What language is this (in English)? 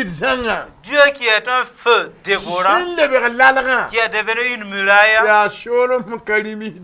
Mossi